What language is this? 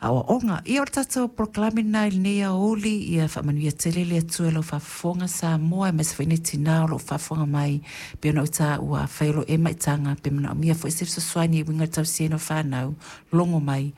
Samoan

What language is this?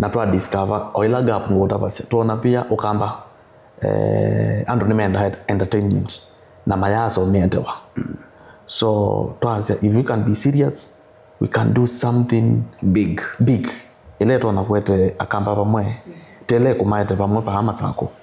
Kamba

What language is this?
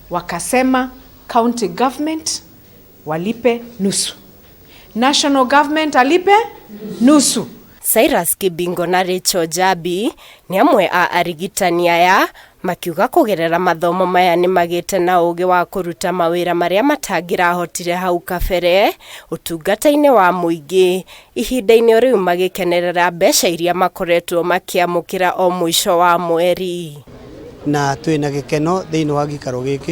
Kikuyu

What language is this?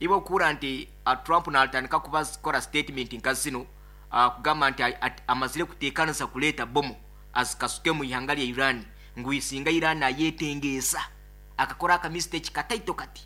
Nyankole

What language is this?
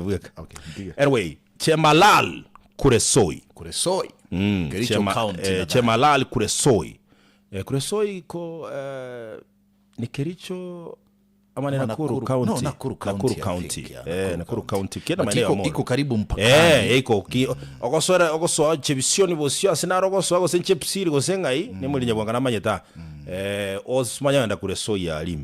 Gusii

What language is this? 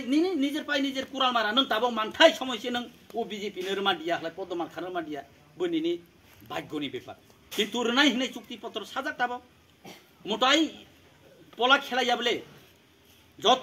Kok Borok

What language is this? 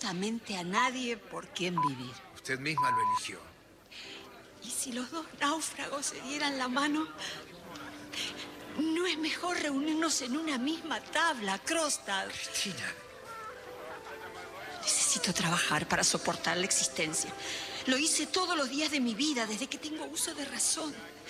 Spanish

